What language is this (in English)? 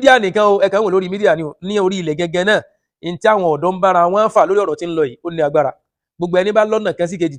Yoruba